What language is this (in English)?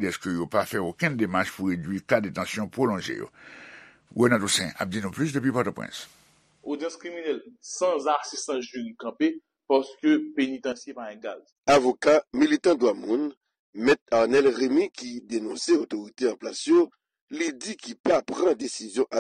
Haitian Creole